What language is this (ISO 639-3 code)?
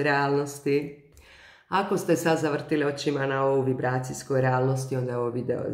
hrv